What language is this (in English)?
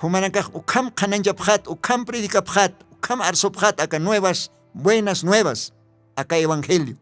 Aymara